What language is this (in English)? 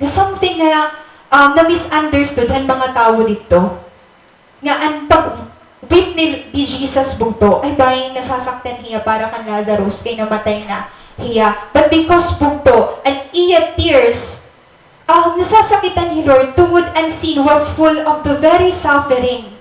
Waray